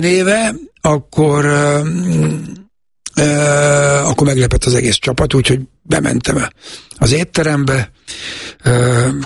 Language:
Hungarian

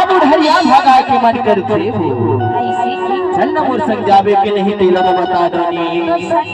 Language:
Chhattisgarhi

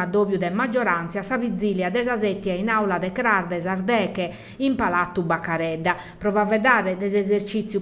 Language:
Sardinian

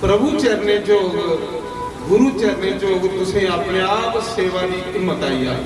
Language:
Dogri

